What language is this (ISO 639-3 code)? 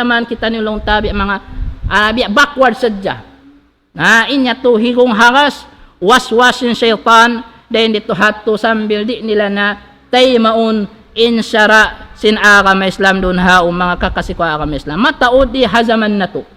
tsg